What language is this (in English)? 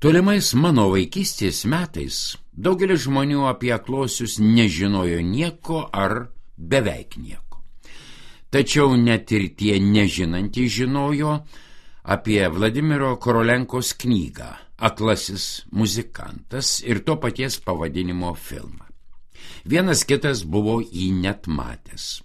Lithuanian